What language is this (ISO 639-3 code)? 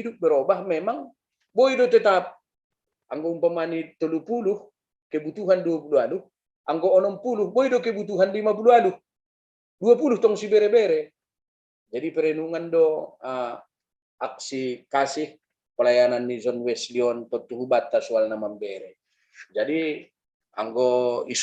bts